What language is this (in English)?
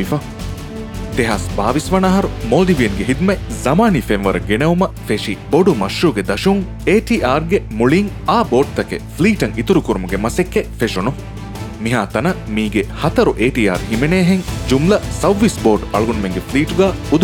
Divehi